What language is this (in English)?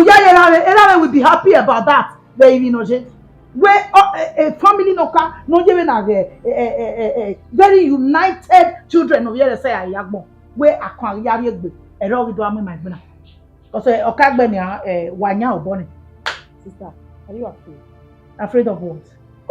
Bini